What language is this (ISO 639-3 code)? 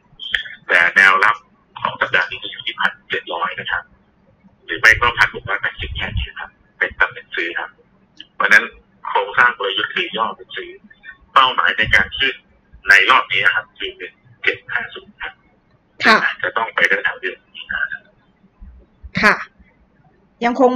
tha